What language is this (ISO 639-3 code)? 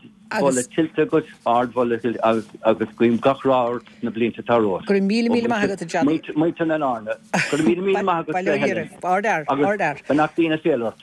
gle